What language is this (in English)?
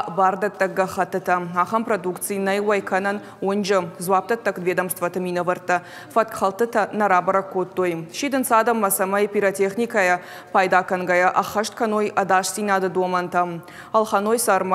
Ossetic